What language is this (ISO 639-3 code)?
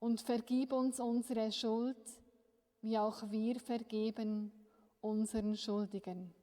gsw